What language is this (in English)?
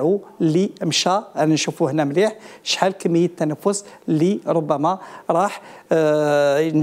Algerian Arabic